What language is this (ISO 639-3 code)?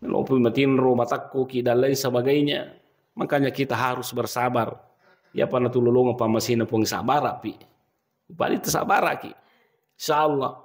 bug